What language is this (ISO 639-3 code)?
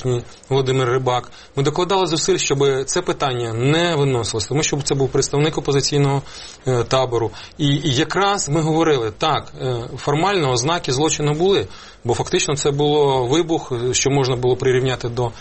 ukr